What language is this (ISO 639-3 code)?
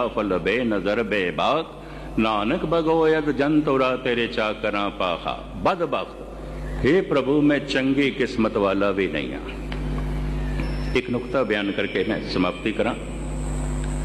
pan